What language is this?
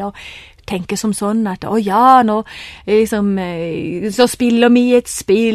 Norwegian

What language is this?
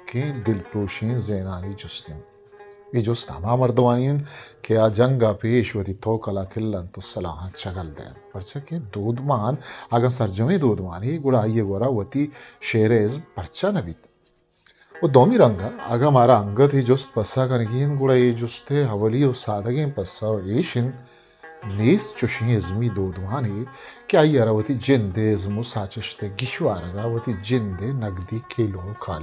Eastern Balochi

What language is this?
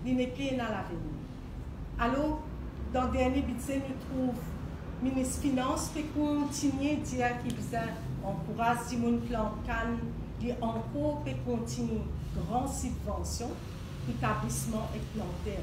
Morisyen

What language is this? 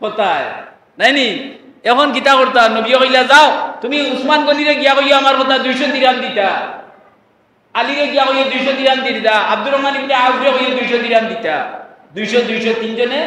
Sylheti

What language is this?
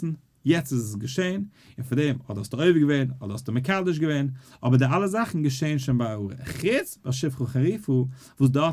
Yiddish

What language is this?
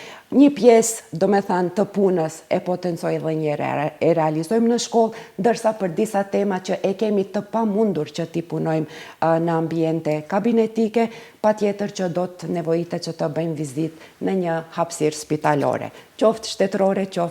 Albanian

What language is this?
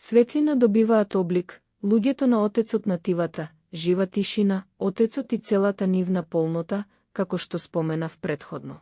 Macedonian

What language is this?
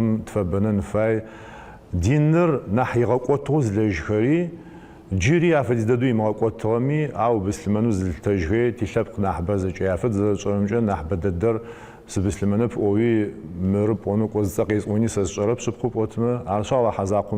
Adyghe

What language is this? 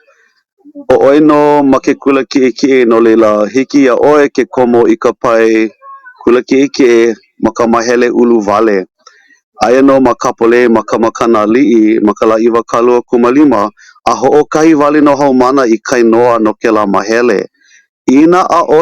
Hawaiian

